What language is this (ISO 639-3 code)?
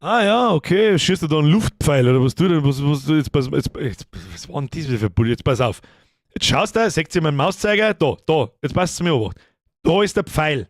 bar